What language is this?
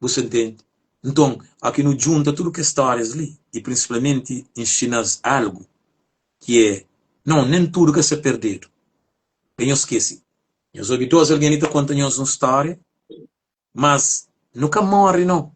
Kabuverdianu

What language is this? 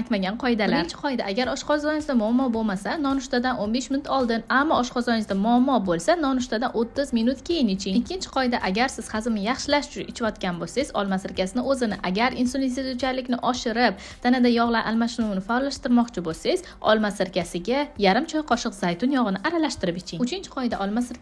Uzbek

